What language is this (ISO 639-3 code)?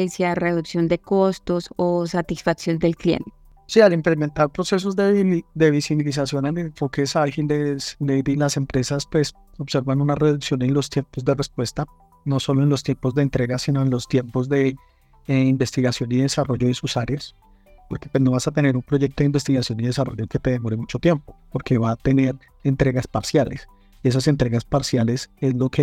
spa